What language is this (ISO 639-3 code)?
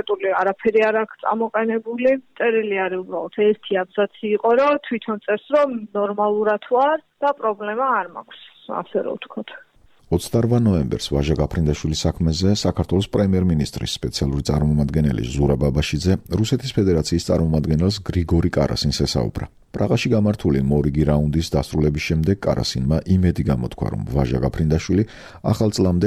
kat